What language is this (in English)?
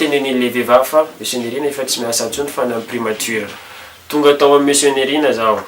Malagasy